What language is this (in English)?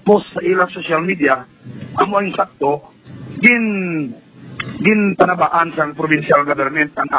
Hiligaynon